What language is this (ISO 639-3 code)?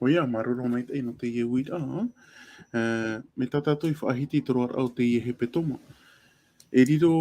tah